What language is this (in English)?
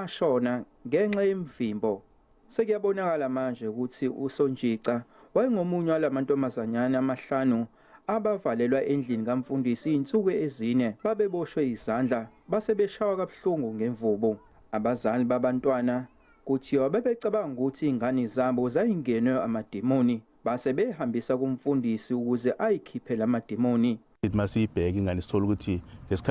Zulu